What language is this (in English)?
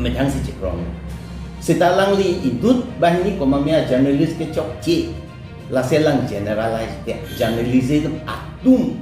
Karbi